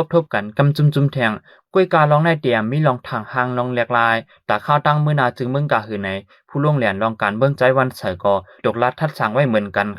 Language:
Shan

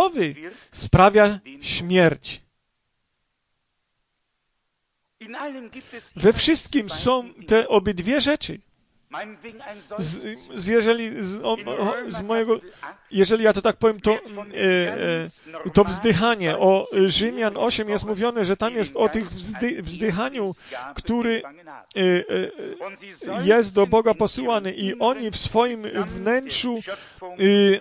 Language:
Polish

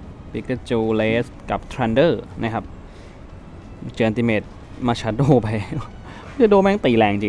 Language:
Thai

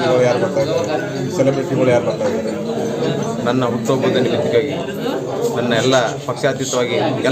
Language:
Kannada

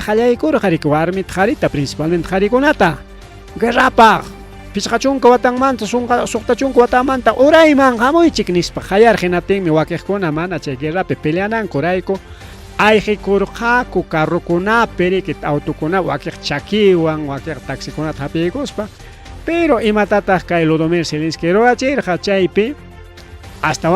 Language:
Ayacucho Quechua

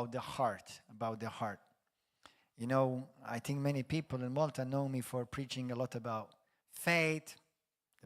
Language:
English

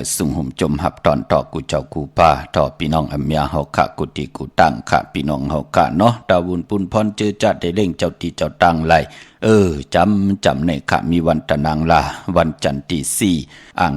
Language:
Shan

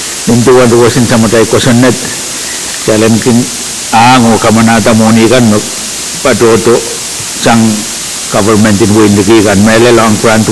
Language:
Pohnpeian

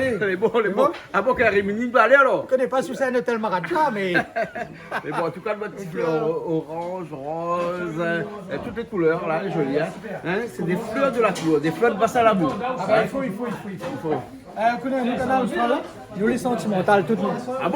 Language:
Réunion Creole French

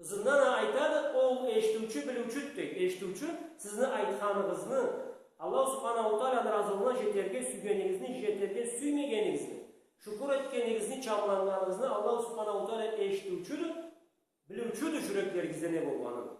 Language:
Karachay-Balkar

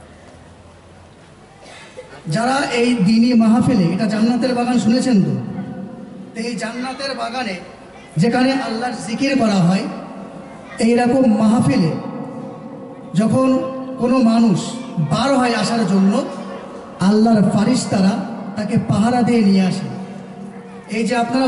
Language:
Bangla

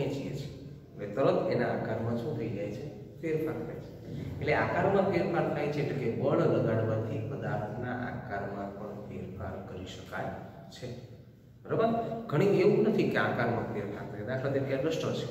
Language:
Gujarati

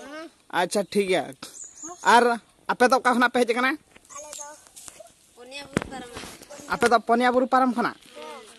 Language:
Santali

